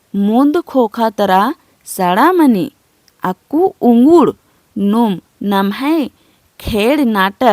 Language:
Kurukh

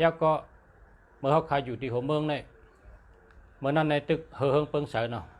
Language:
Shan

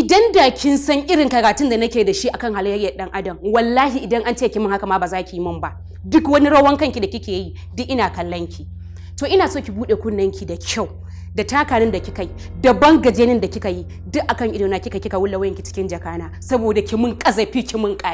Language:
Hausa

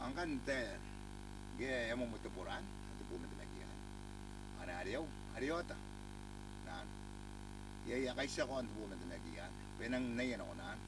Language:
Gilbertese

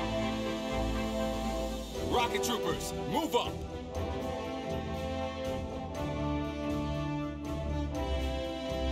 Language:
English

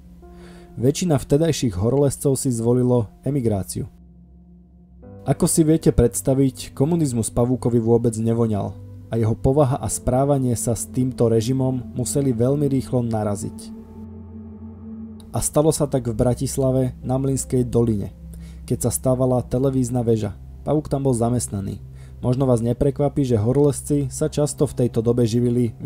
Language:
Slovak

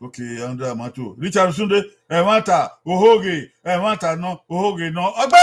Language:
Bini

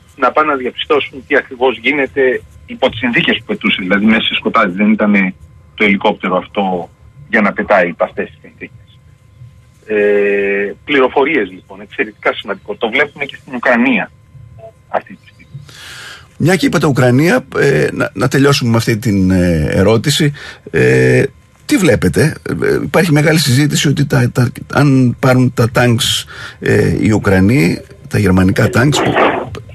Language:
Greek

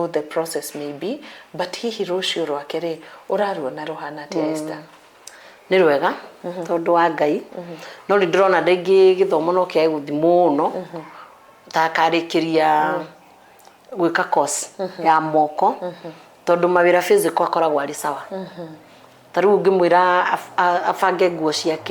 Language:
Kikuyu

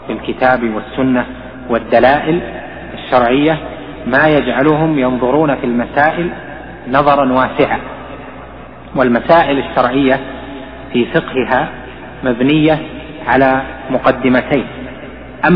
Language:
Arabic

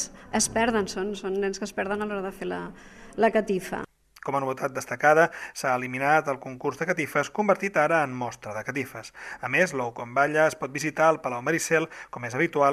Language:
Catalan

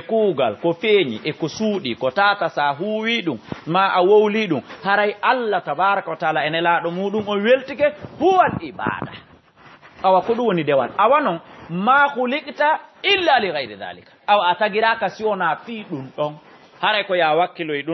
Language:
Fula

